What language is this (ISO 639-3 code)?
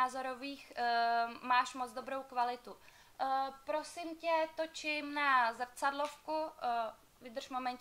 ces